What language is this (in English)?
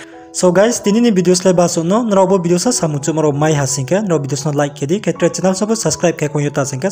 Riang (India)